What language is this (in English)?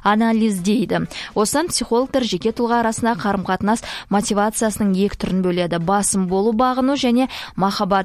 Kazakh